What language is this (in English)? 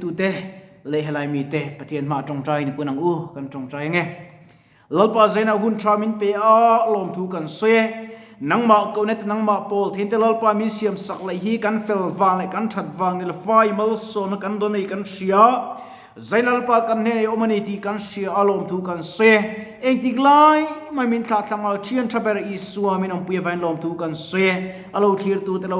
Mizo